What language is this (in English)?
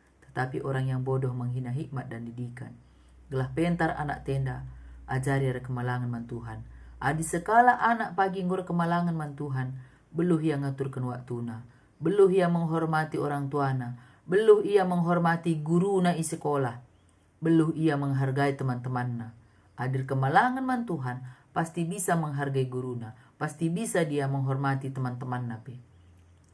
Batak Karo